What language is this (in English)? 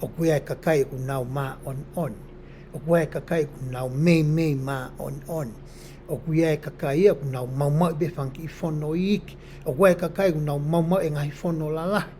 Tongan